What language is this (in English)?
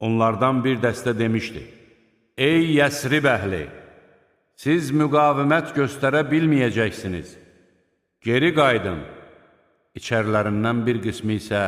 Azerbaijani